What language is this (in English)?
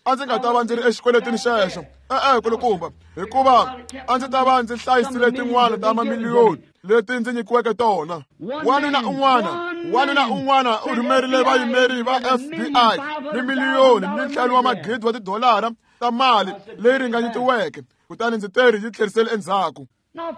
Tsonga